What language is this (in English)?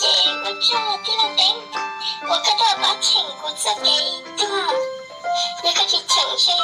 Hmong